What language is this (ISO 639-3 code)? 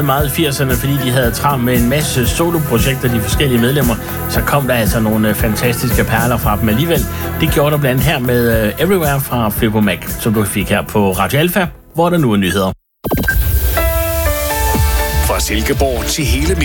dan